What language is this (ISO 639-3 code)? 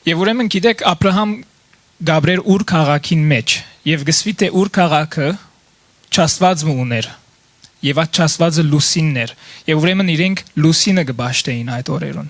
hyw